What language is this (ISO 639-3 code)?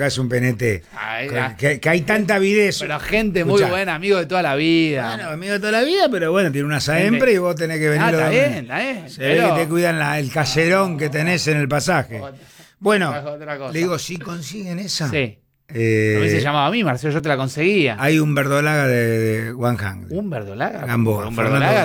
spa